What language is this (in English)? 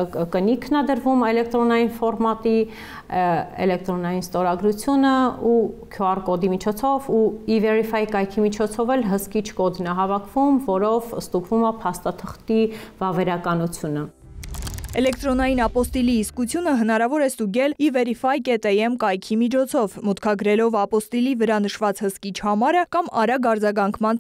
Armenian